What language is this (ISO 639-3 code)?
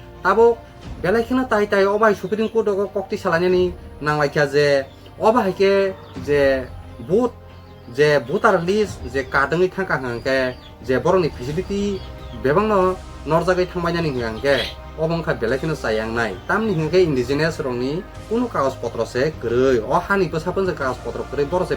trp